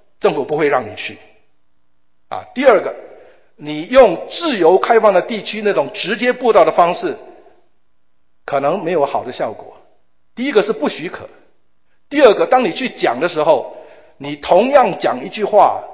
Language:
Chinese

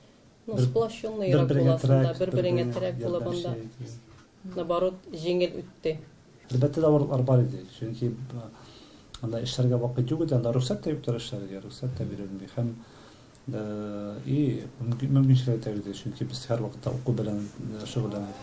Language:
Tatar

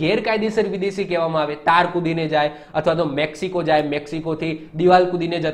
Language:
Gujarati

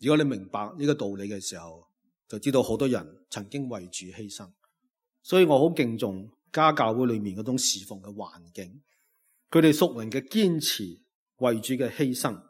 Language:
Cantonese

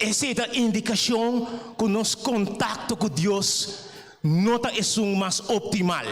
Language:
Papiamento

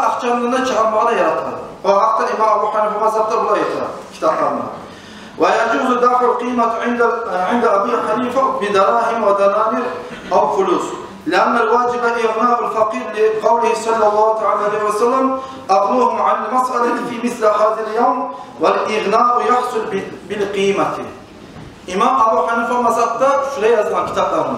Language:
Kumyk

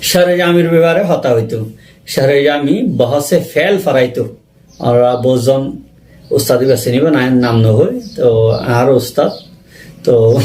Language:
Rohingya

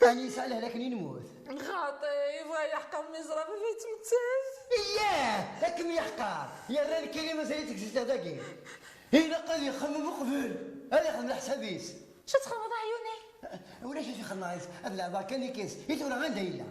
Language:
Kabyle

